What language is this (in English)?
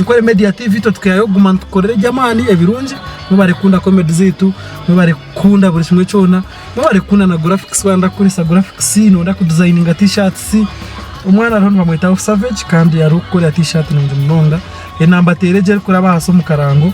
Nyankole